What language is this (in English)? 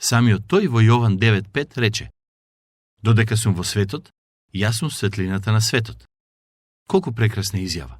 Macedonian